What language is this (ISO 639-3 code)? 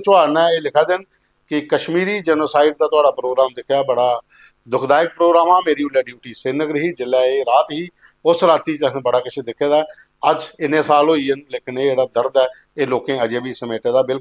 doi